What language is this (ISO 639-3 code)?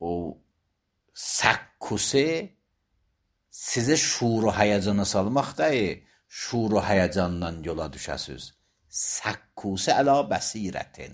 aze